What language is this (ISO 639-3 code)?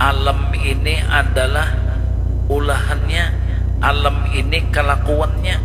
bjn